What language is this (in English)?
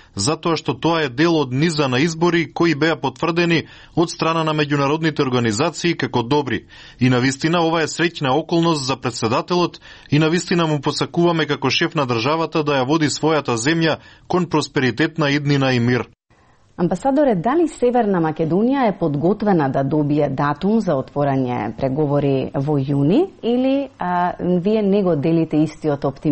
Macedonian